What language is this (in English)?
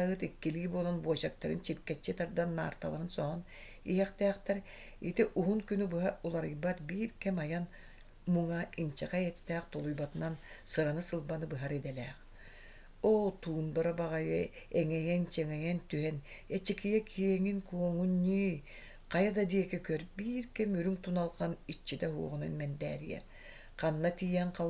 Yakut